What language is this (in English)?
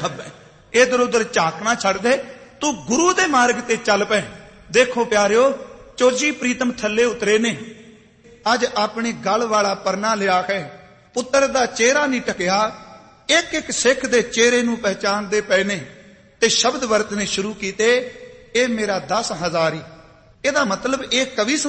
Punjabi